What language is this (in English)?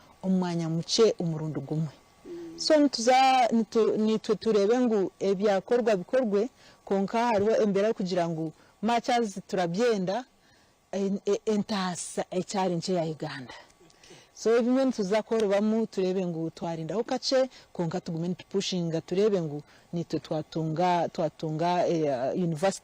Nyankole